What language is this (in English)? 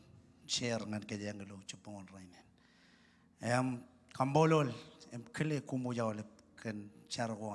Marshallese